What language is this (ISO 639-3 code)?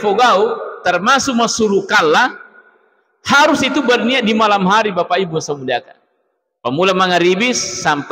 bug